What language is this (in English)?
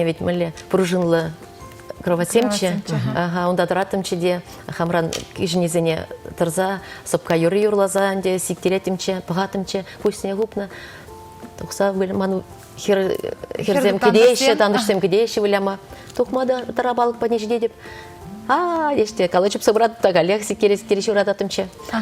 Chuvash